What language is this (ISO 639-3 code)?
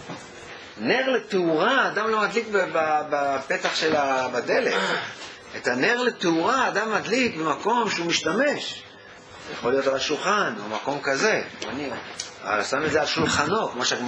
heb